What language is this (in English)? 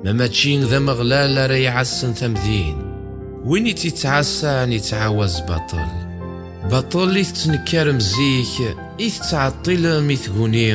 Kabyle